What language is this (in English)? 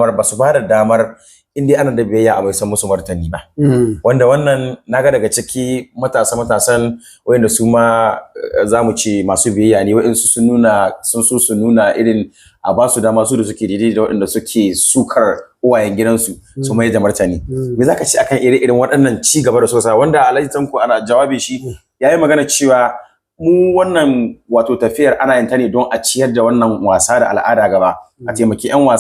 Hausa